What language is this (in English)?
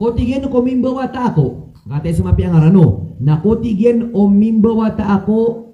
Maranao